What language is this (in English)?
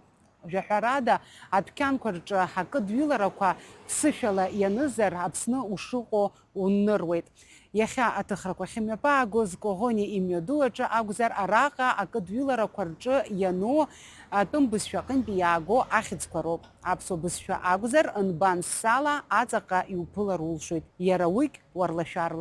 Abkhazian